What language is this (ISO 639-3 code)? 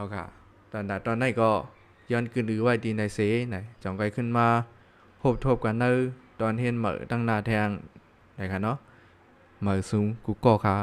shn